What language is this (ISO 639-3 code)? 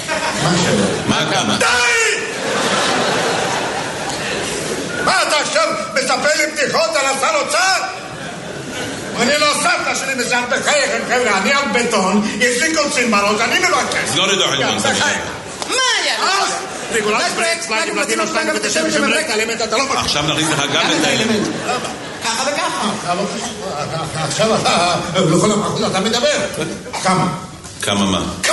heb